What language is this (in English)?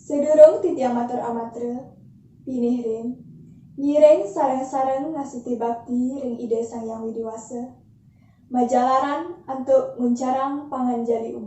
Balinese